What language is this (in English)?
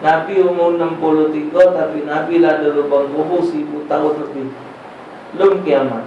Musi